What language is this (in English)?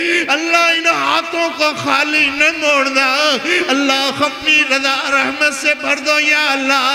Urdu